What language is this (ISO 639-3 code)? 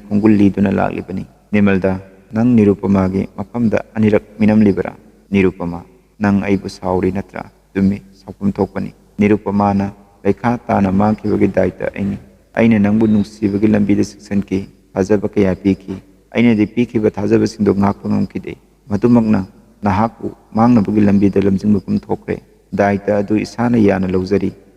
mni